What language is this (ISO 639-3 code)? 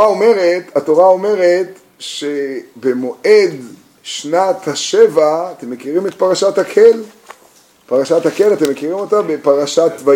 heb